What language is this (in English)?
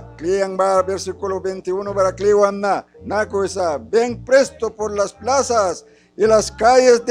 Mískito